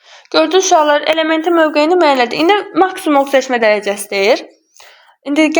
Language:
Azerbaijani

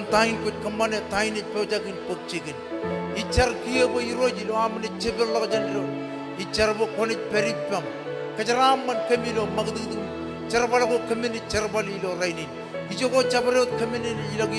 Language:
Marshallese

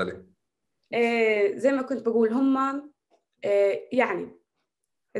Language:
North Levantine Arabic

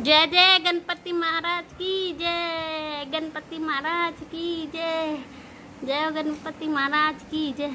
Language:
Hindi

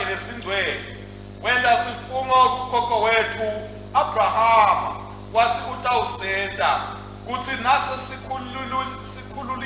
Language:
Swati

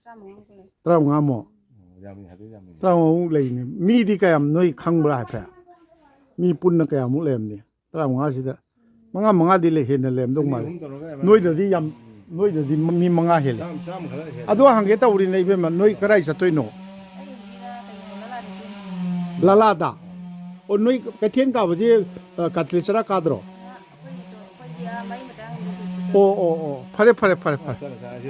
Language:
Manipuri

